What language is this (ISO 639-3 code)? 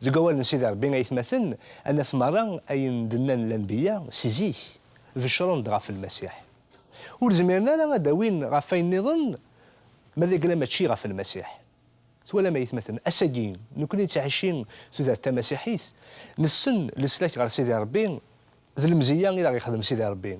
kab